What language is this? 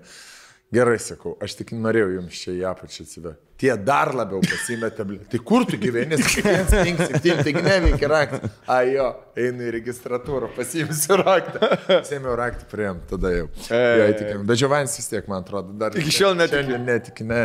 Lithuanian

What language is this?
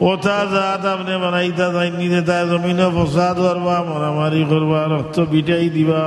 Sylheti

